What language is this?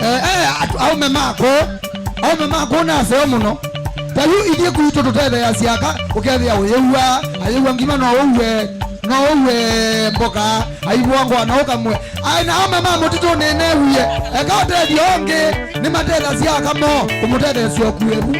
Kamba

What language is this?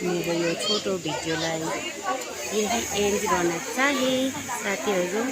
Nepali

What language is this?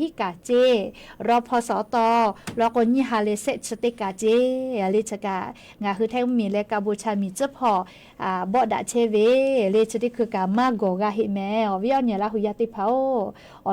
Lahu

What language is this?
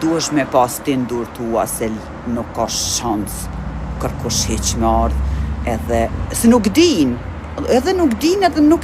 Albanian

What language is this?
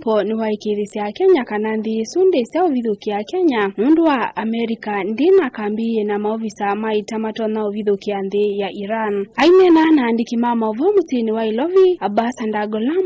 Kamba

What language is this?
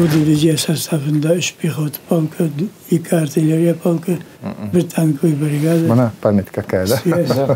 Bashkir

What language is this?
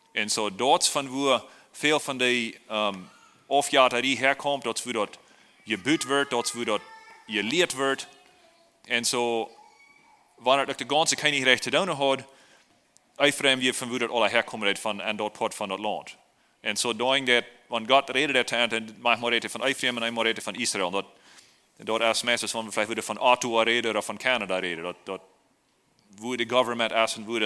Plautdietsch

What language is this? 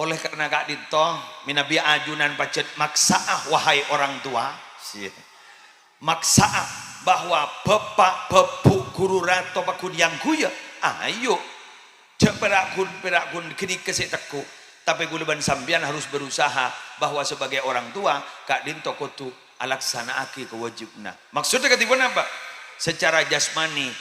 Madurese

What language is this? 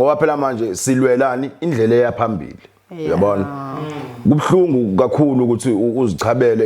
Zulu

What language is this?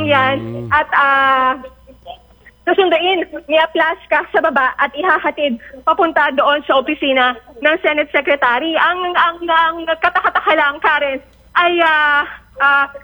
Filipino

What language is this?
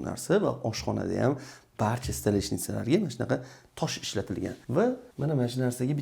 Uzbek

